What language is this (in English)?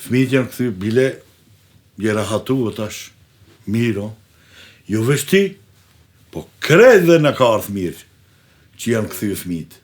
Albanian